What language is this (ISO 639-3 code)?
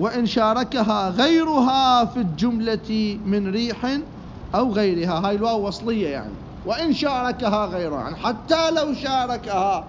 acm